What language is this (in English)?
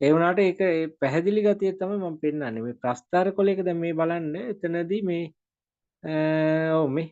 Sinhala